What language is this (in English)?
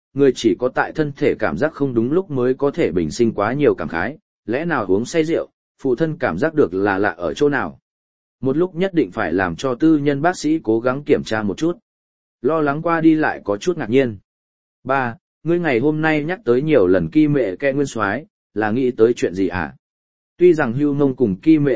Vietnamese